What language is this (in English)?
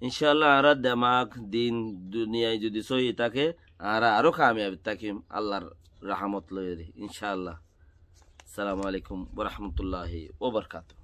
Rohingya